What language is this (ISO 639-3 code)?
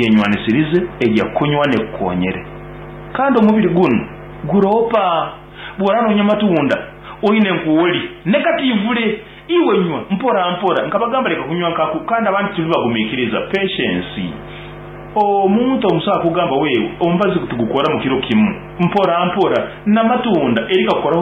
nyn